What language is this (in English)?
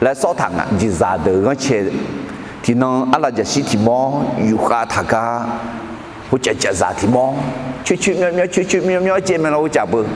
Akha